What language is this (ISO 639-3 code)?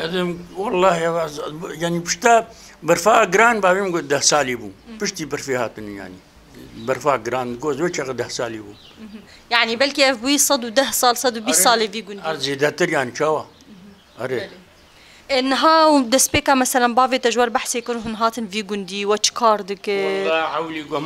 kur